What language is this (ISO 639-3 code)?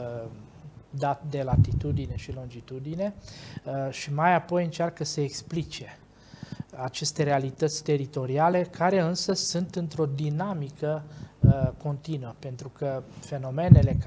ron